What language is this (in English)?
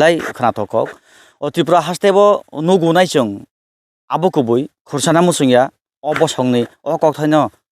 Kok Borok